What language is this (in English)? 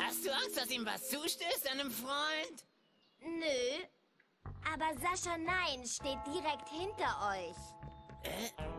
German